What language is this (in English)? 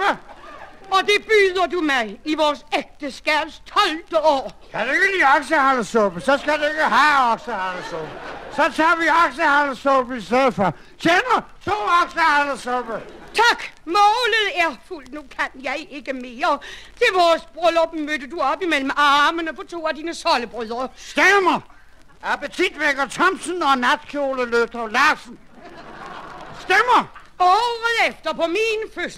Danish